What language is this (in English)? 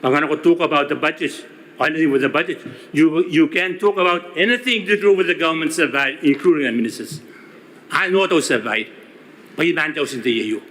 Gilbertese